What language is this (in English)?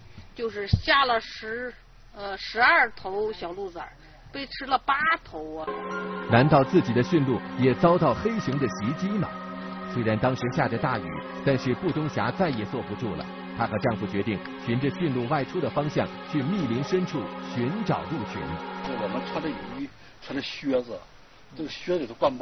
Chinese